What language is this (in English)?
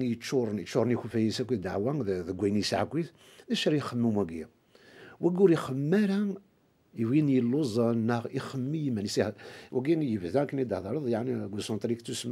Kabyle